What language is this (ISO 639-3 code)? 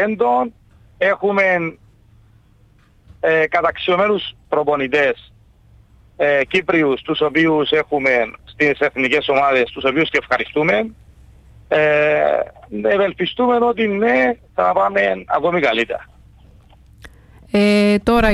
ell